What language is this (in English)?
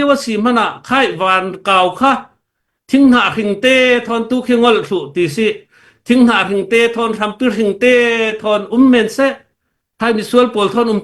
Falam Chin